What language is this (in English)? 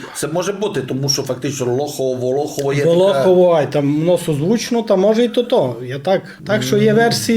Rusyn